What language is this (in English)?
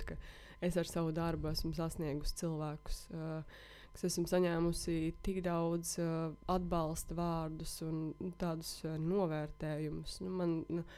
Latvian